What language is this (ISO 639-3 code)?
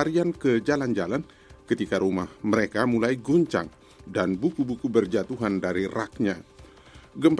ind